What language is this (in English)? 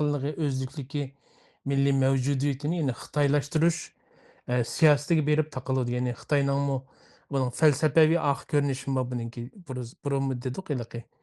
Uyghur